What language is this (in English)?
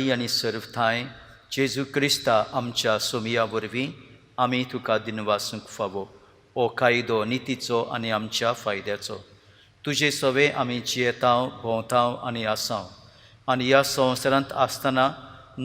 Konkani